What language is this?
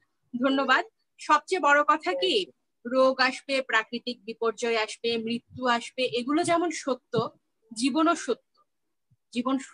Bangla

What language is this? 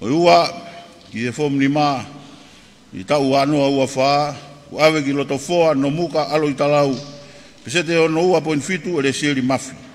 Tongan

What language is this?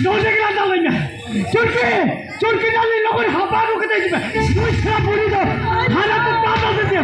Santali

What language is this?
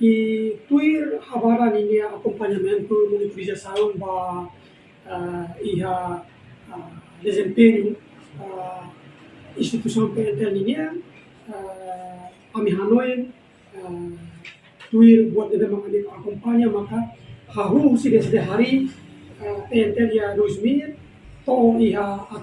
Tetum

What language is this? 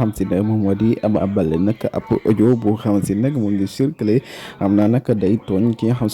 Wolof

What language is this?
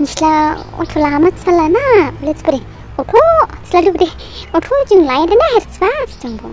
Dimasa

